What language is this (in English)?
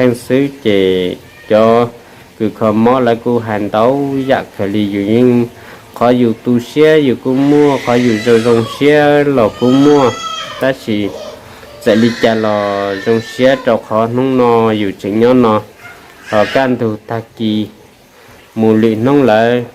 Hmong